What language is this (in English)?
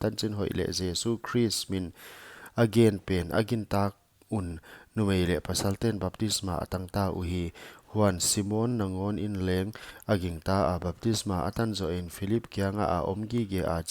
Paite Chin